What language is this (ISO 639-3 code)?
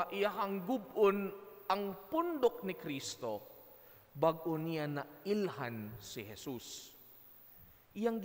ceb